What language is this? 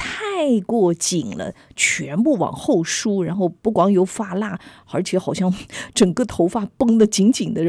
Chinese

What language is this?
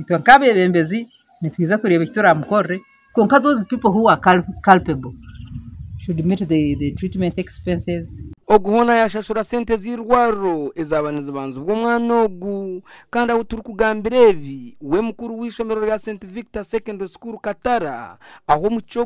Nyankole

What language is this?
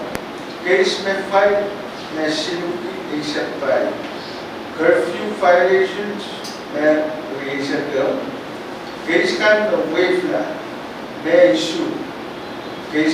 Pohnpeian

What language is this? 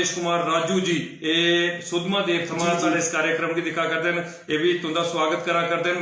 Dogri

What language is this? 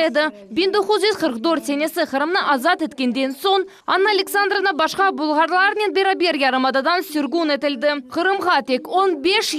Crimean Tatar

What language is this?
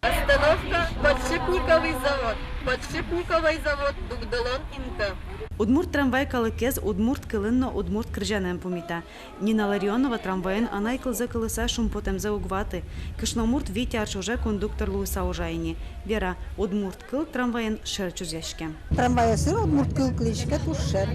Udmurt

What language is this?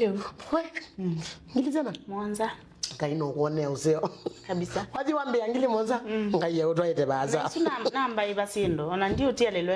Kamba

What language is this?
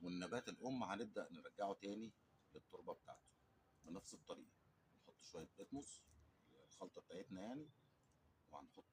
Egyptian Arabic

